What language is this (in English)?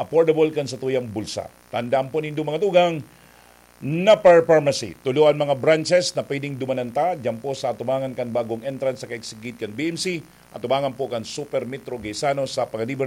Bikol